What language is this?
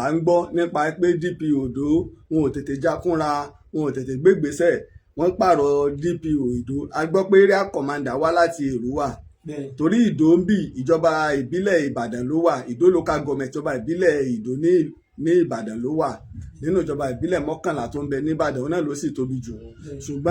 Yoruba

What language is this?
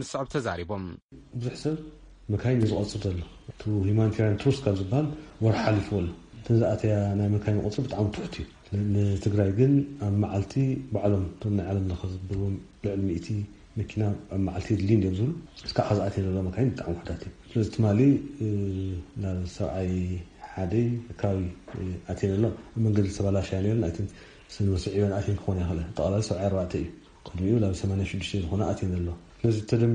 Tigrinya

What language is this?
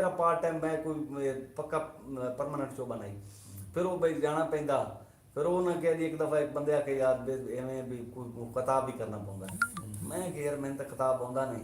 Saraiki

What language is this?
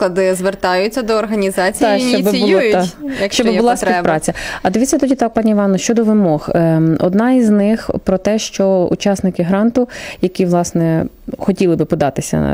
Ukrainian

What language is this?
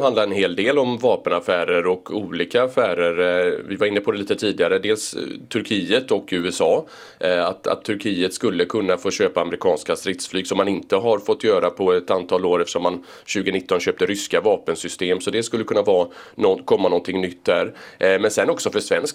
Swedish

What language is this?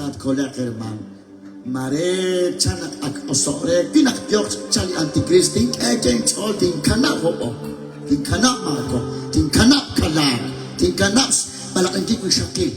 Kekchí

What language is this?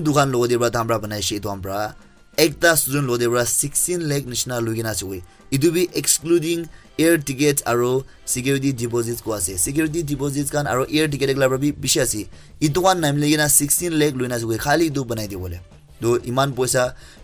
Naga Pidgin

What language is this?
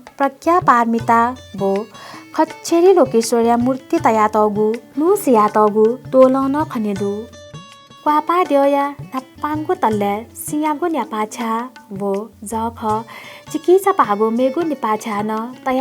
Newari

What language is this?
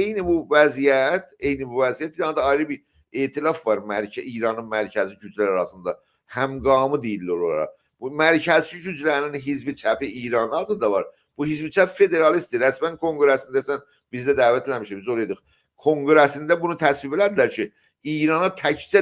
South Azerbaijani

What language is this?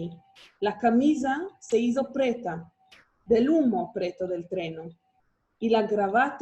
Ladino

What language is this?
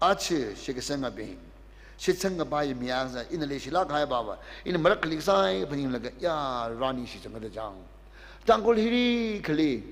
Tangkhul Naga (India)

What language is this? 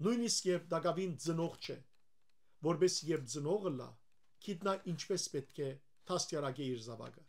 Western Armenian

